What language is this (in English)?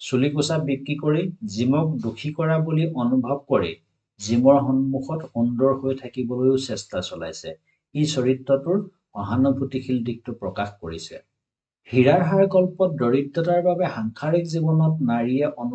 Assamese